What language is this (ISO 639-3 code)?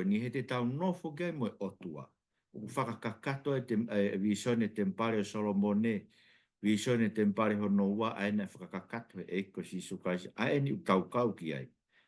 ton